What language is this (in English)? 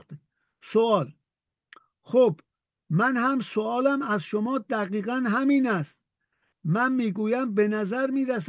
Persian